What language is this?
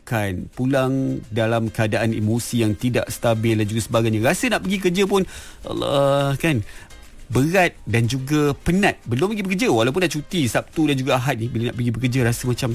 Malay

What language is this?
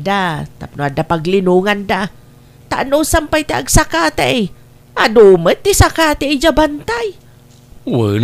Iloko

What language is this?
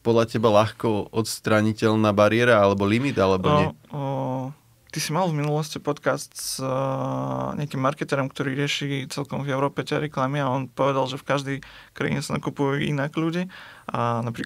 Slovak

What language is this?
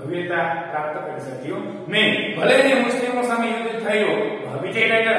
Gujarati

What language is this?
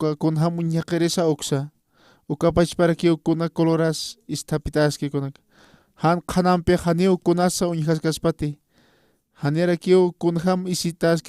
Aymara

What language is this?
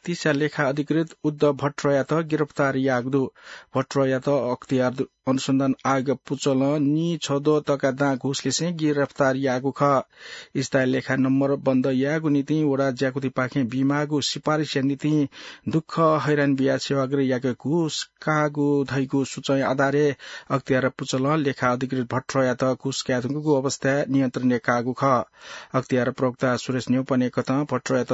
Newari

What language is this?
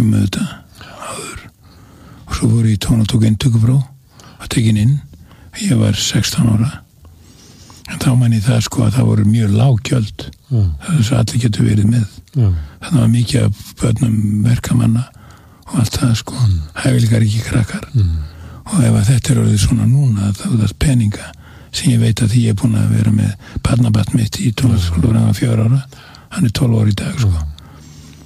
Icelandic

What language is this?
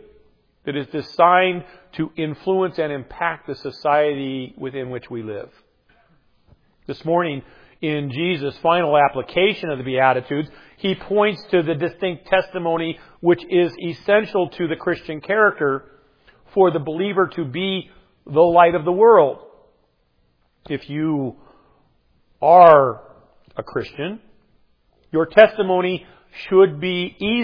English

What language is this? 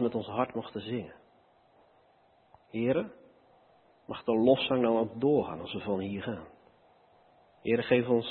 Dutch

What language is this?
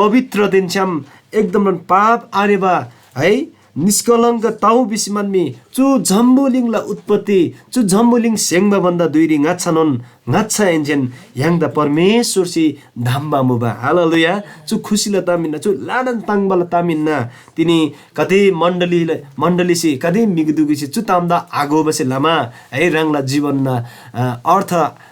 Eastern Tamang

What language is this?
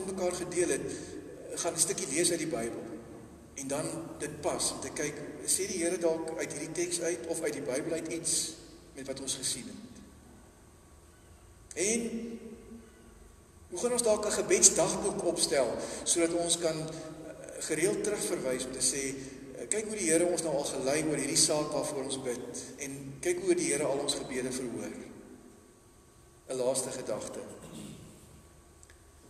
Afrikaans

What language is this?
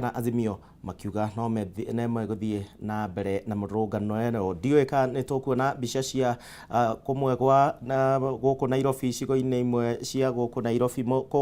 Kikuyu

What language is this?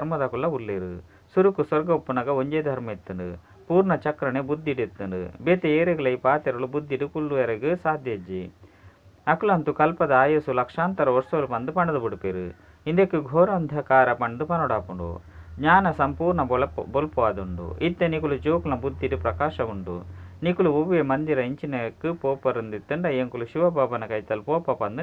Tulu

